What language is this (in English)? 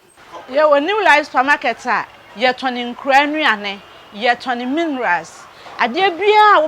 Akan